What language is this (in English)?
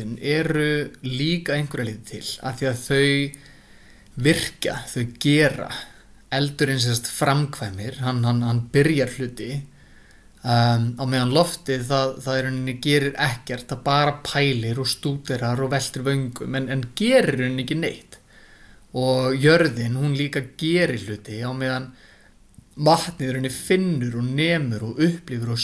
Icelandic